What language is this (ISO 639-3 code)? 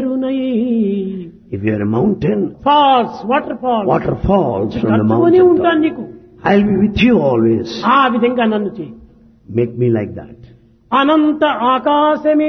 tel